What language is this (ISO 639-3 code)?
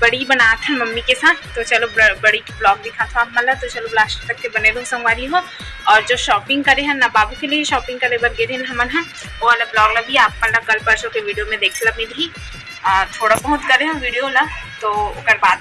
hne